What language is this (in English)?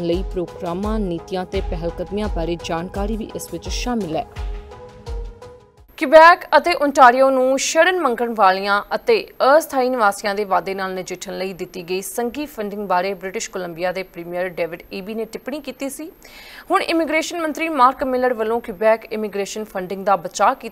Punjabi